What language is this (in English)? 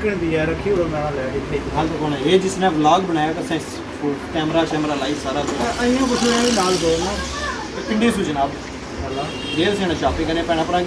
Pahari-Potwari